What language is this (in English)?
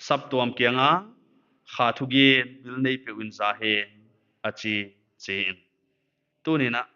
Paite Chin